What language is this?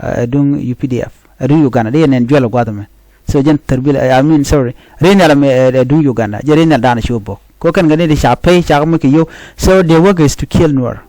Nuer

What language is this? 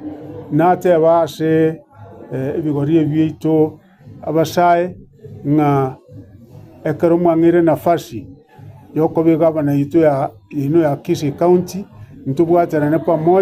Gusii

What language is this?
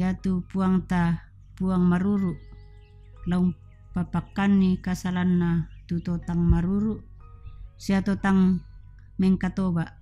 Toraja-Sa'dan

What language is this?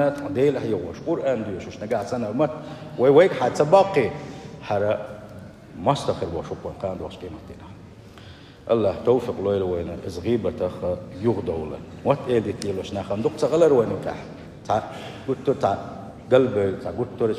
Chechen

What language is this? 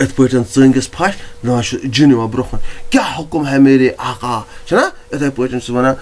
Kashmiri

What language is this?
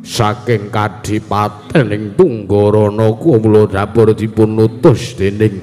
Javanese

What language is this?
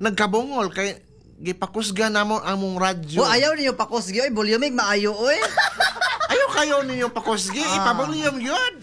Cebuano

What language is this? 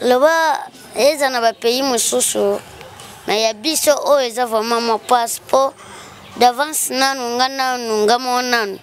Lingala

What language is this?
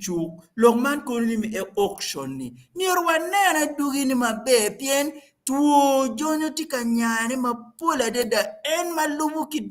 Acoli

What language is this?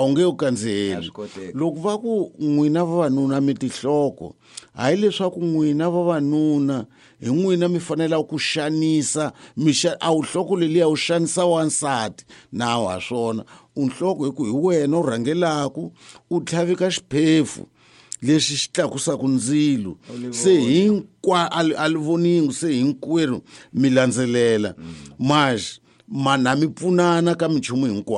Tsonga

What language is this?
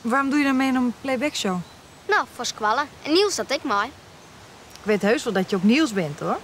Western Frisian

